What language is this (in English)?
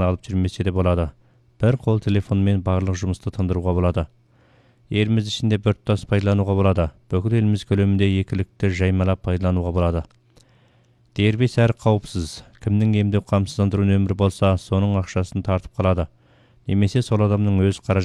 Kazakh